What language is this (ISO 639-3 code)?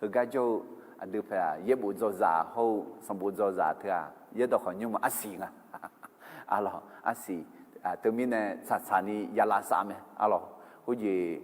ahk